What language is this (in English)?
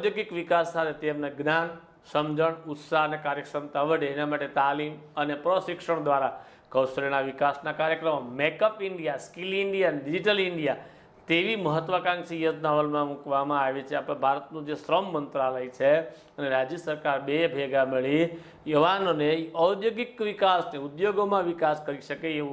Gujarati